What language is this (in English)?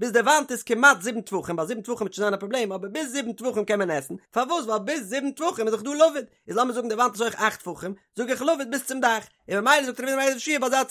Yiddish